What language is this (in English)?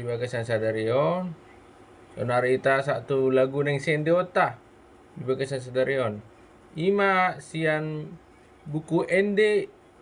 Batak Toba